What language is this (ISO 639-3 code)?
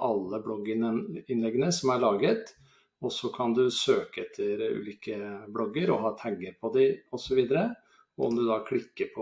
nor